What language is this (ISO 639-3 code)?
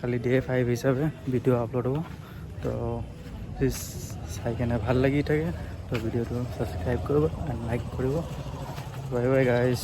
asm